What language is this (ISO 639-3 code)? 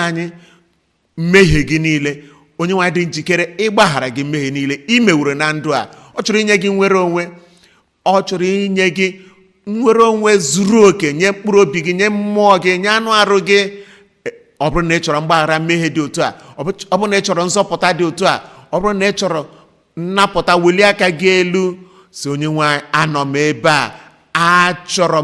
ibo